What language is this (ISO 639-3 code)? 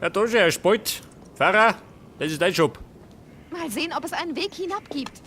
bar